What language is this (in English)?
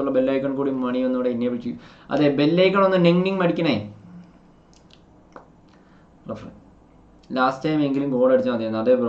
Malayalam